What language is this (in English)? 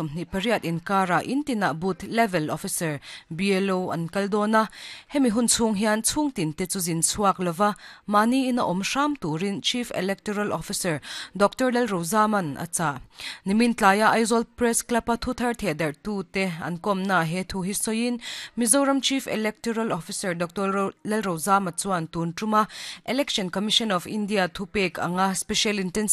Mizo